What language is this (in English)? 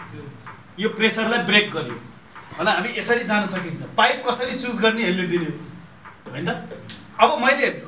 Nepali